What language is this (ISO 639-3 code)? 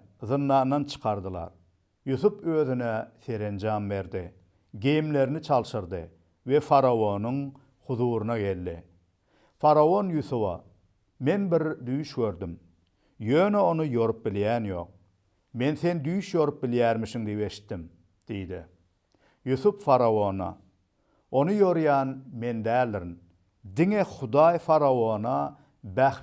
tuk